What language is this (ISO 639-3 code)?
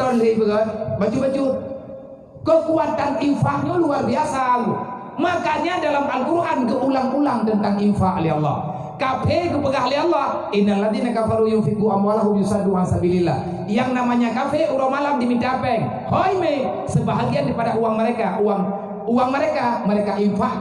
ace